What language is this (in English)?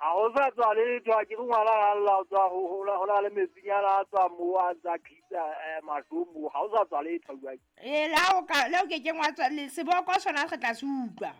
Southern Sotho